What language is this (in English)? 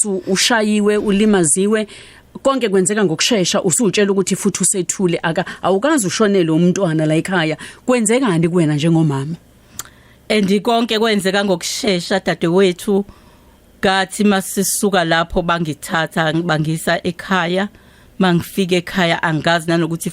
Zulu